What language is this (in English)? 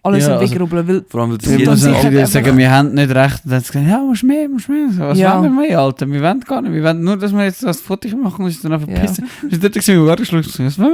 Swiss German